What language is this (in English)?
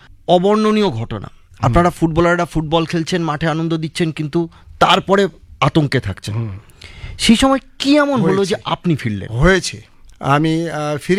Bangla